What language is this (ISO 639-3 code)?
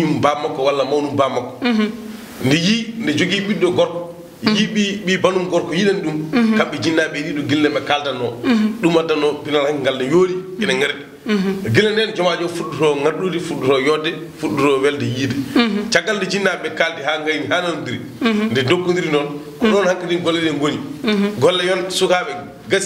ful